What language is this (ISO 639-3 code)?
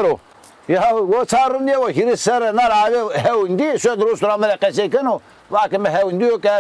zza